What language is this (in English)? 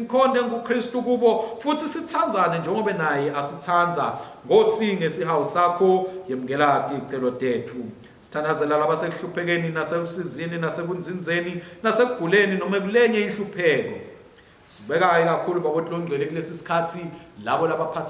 Swati